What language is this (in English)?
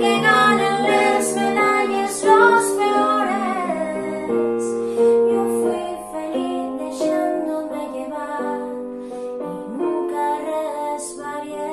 Asturian